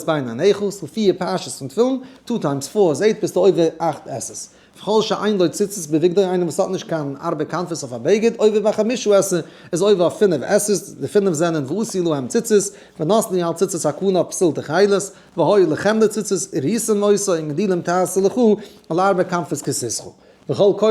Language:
Yiddish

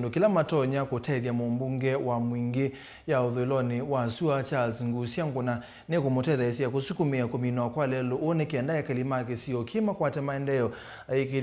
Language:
Kamba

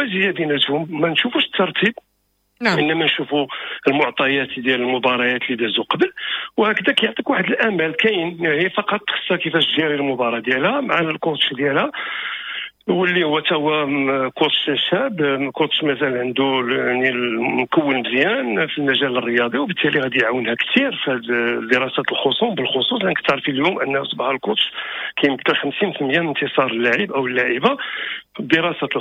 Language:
Moroccan Arabic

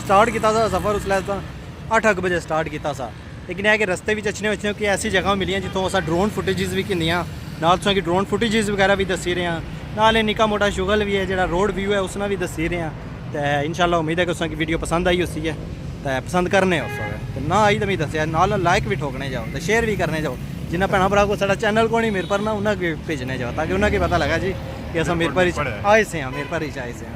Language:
Pahari-Potwari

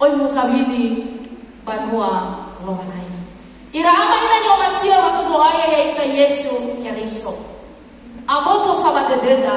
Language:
Nias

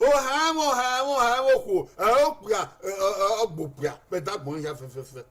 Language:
Bini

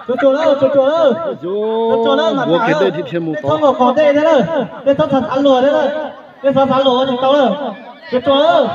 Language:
Hmong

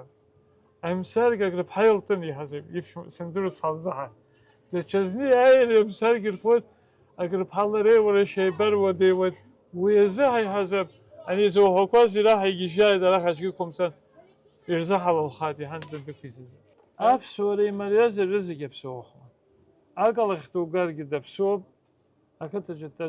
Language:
Abkhazian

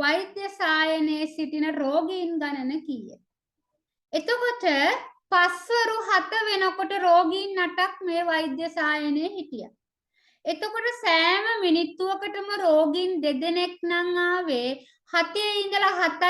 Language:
Sinhala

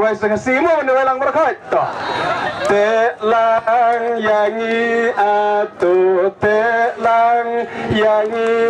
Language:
Khasi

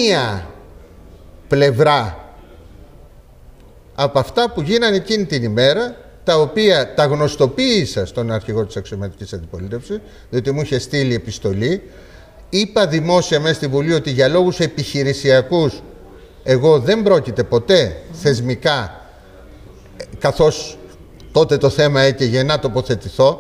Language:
Greek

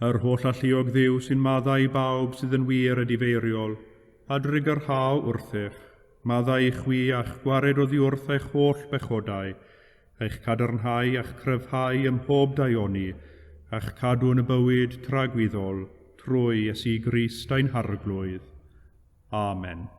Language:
Welsh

